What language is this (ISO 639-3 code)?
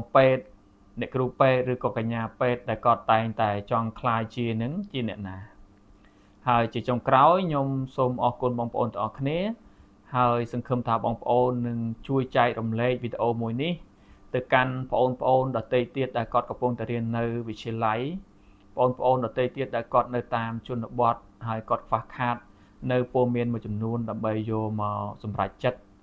khm